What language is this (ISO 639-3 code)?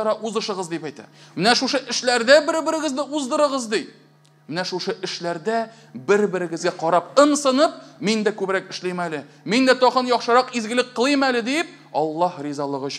tat